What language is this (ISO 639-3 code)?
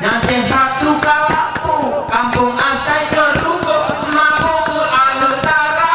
gay